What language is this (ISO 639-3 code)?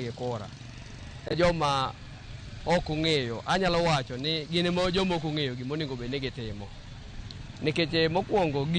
luo